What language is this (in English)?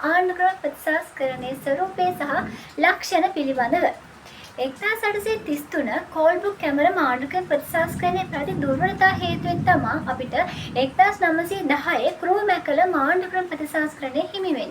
Sinhala